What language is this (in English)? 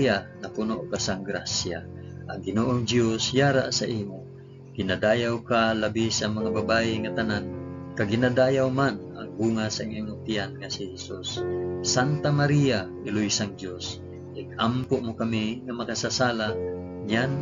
Hiligaynon